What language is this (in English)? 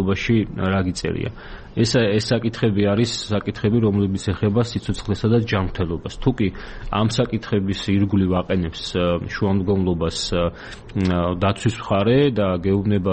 Georgian